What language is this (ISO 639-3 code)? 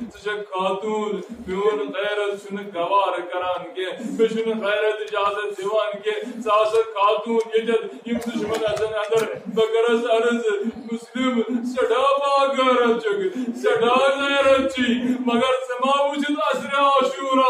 kas